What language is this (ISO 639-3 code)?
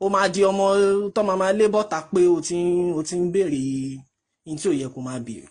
yor